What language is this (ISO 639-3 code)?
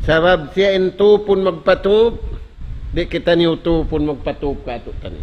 tsg